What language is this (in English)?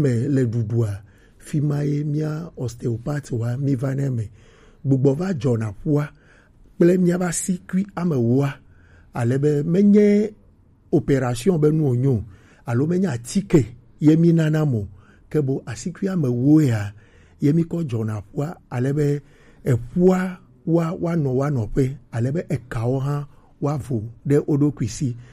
Gen